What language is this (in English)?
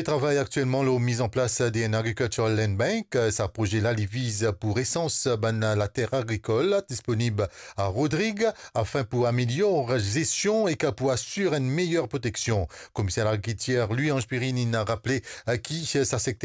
Morisyen